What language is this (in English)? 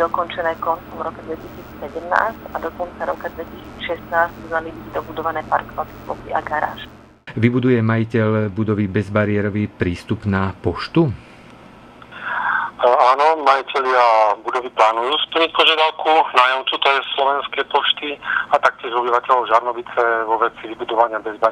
Slovak